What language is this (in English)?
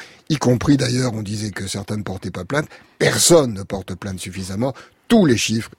French